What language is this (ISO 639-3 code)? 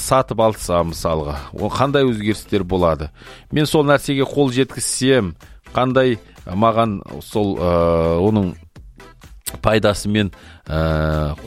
kaz